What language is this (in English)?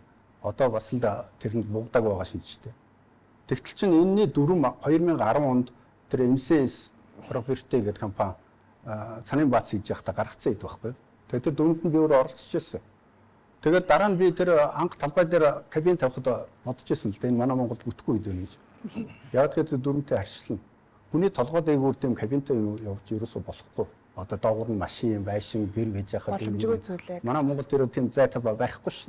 Mongolian